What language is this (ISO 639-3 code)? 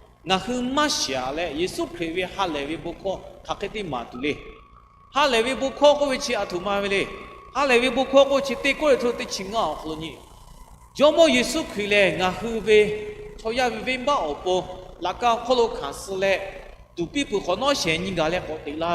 lhu